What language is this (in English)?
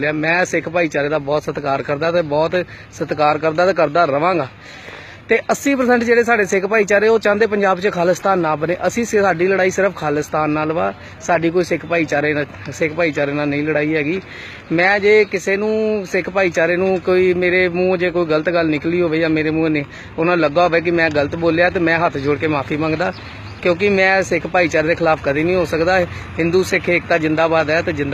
Punjabi